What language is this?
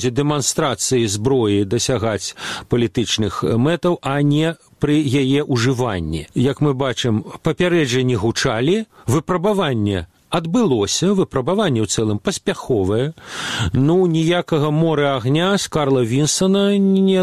Belarusian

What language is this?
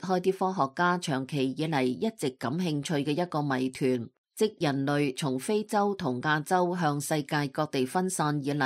Cantonese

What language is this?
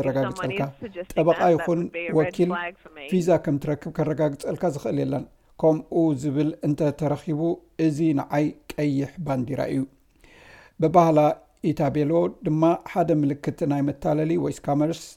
Tigrinya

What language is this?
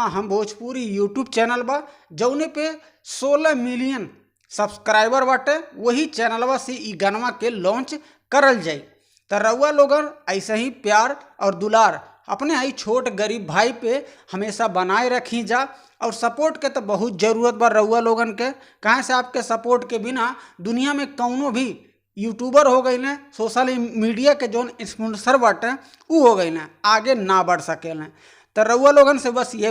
Bhojpuri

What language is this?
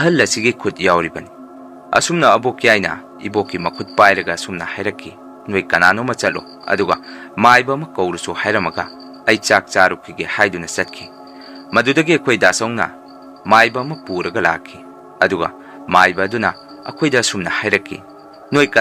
Manipuri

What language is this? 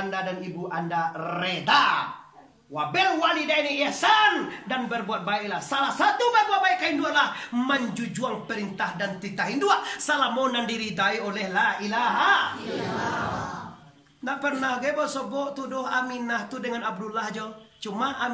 Minangkabau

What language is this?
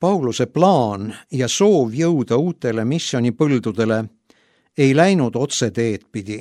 Estonian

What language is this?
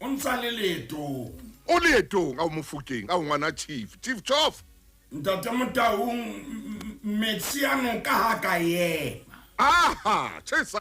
Southern Sotho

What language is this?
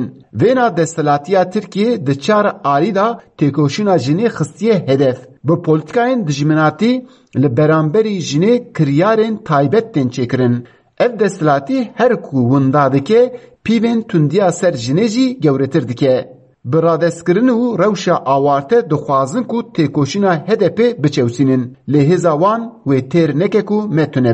Kurdish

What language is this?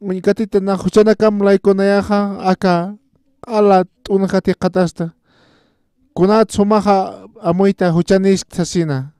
Aymara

